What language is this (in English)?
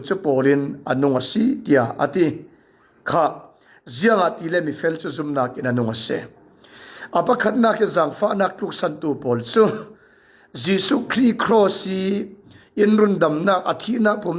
Falam Chin